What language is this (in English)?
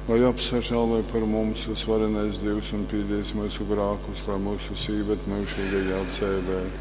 Latgalian